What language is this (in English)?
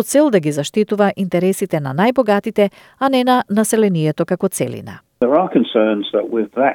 Macedonian